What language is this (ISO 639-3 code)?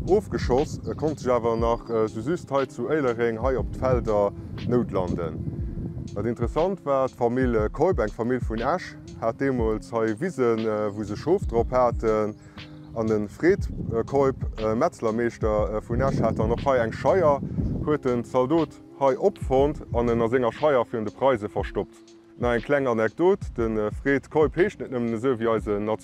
ltz